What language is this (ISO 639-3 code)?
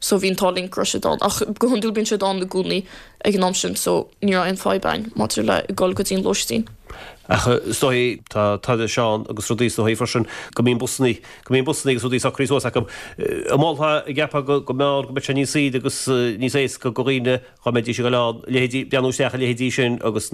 gle